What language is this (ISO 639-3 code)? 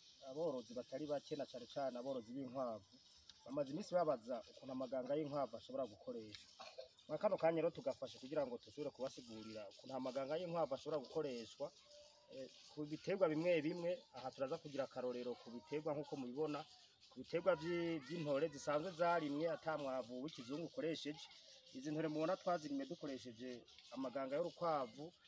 run